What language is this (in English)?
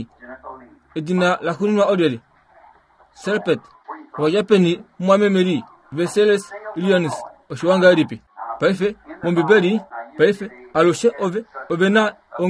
Kuanyama